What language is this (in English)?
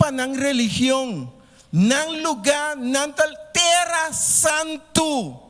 Papiamento